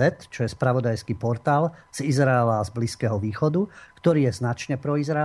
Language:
Slovak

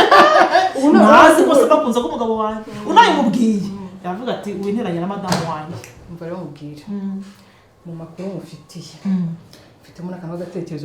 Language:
Kinyarwanda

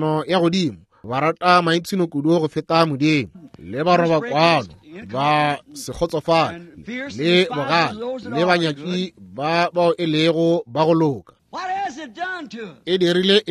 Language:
Northern Sotho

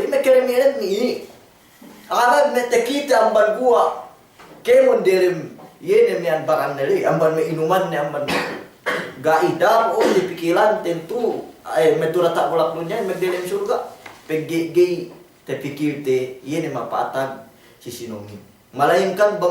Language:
Yakan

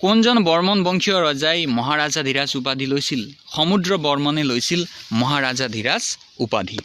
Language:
Assamese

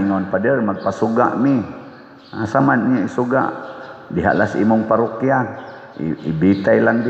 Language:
Cebuano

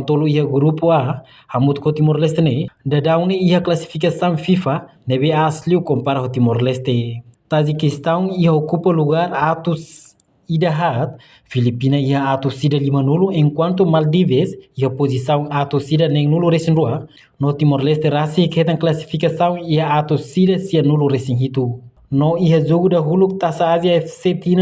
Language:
Tetum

